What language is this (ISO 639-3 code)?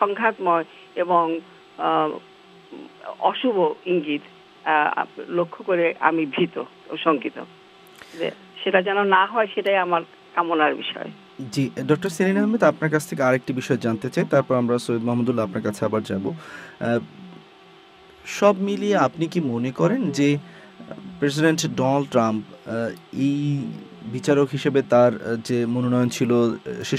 ben